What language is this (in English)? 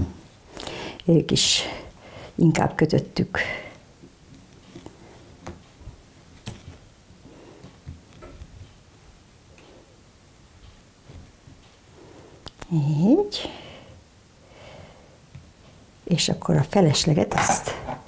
Hungarian